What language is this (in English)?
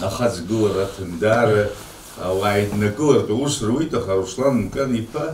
Abkhazian